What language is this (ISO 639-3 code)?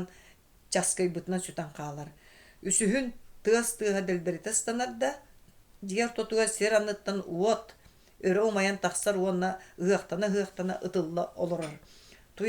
sah